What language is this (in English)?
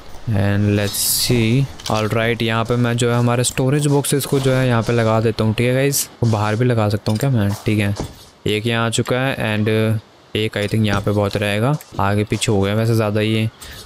Hindi